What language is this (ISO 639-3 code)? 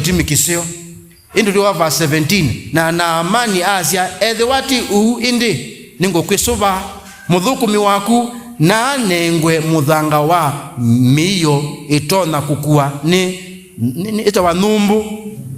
kam